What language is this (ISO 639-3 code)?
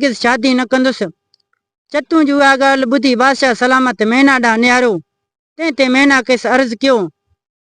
snd